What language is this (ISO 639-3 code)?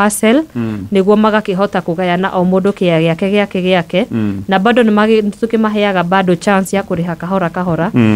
kik